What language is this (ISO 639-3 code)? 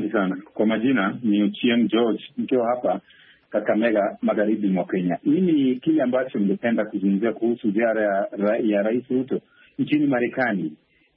swa